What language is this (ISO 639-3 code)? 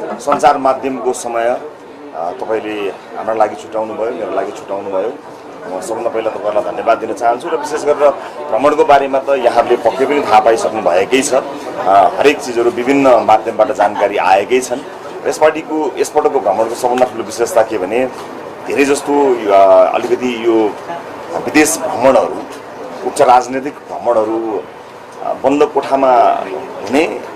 nep